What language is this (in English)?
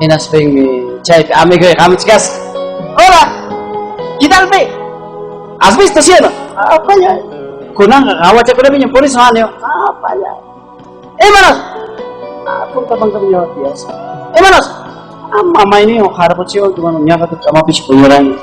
Ayacucho Quechua